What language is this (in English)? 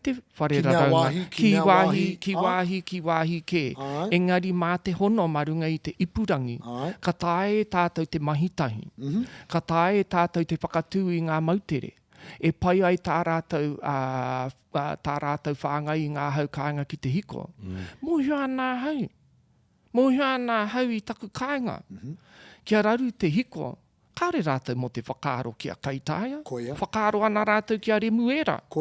Māori